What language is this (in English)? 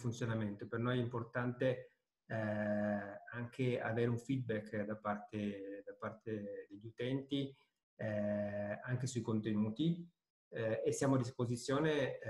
Italian